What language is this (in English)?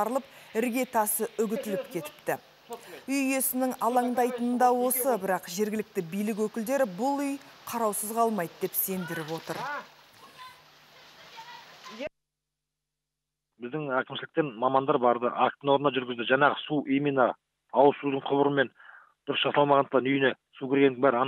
Kazakh